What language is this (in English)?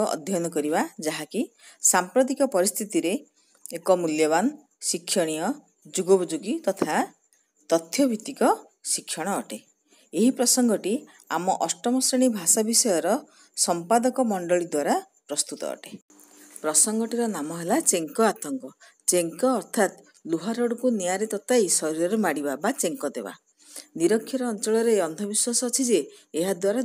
Odia